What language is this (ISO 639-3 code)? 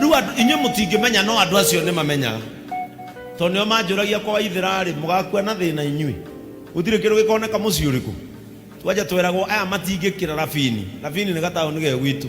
kik